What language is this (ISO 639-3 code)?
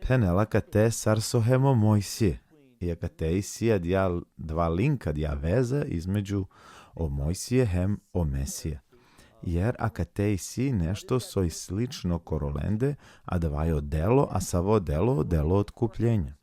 rmn